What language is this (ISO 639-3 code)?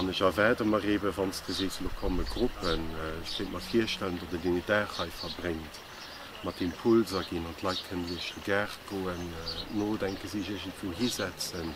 ltz